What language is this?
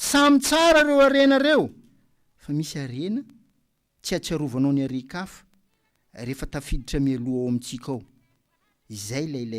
Malagasy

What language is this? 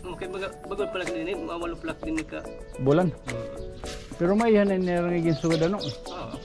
Waray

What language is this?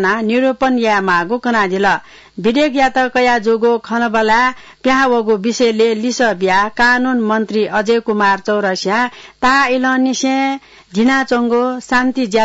Newari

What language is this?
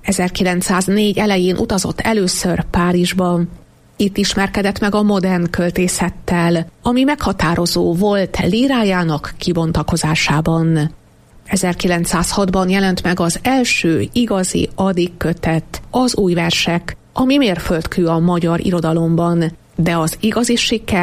Hungarian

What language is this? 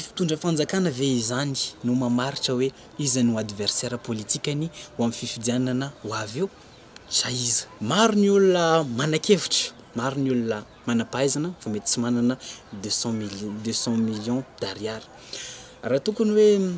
Malagasy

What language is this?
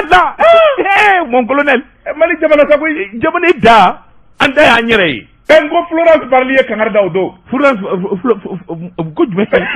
Bambara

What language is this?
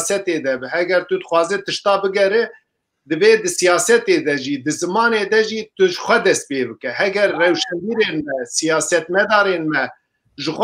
Kurdish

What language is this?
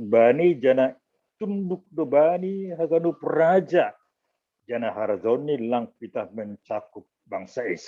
Batak Simalungun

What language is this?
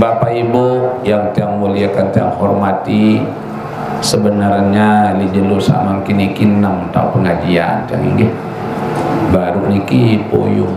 Sasak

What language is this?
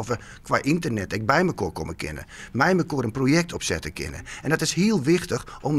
Western Frisian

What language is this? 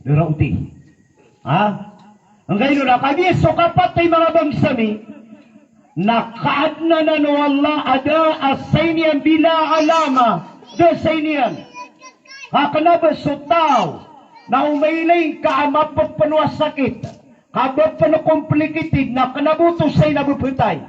Maranao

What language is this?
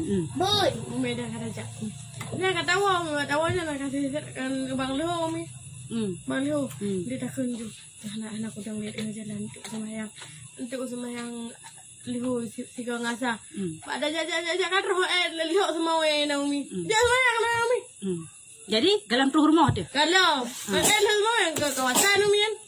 Achinese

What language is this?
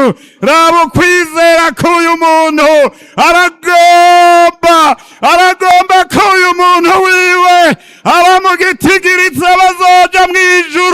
Rundi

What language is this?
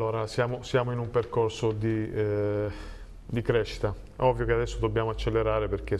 Italian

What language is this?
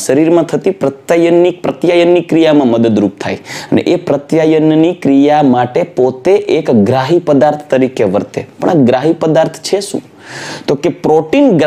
Gujarati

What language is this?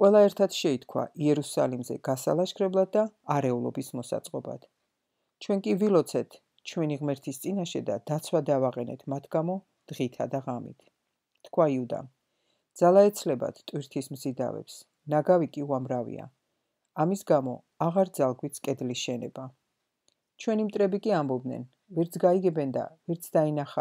Georgian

